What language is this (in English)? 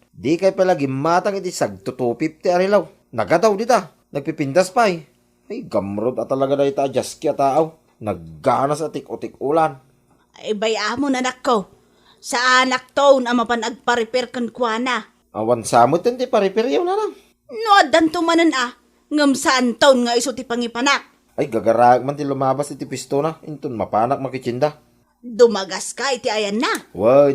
Iloko